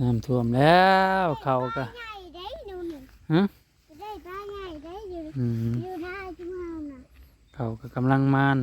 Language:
Northeastern Thai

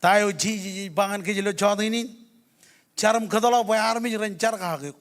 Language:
Marshallese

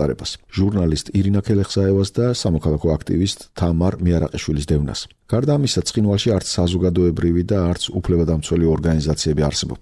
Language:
Georgian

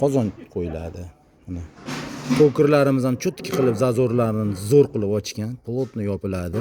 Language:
Uzbek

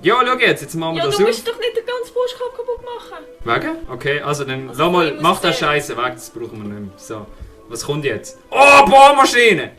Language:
Swiss German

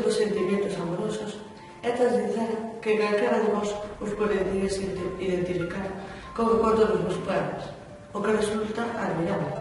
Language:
Galician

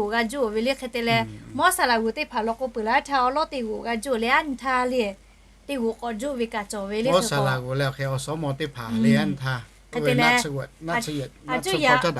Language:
Lahu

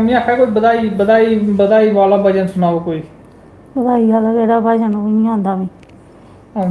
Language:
Dogri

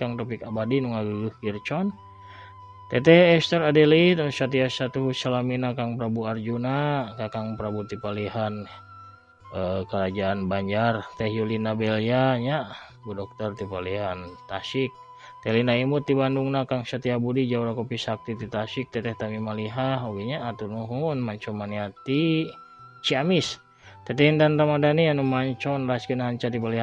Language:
Sundanese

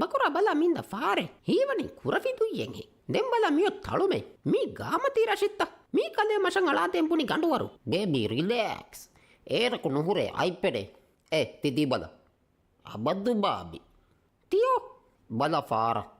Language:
Divehi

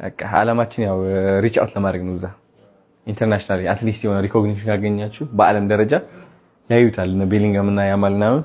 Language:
Amharic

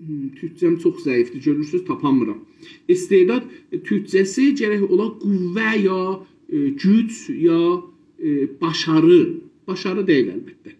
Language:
South Azerbaijani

